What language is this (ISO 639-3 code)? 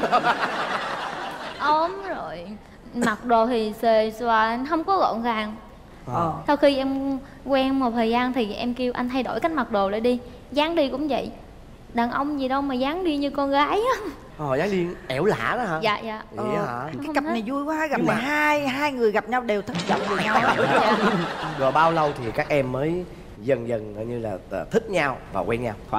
vie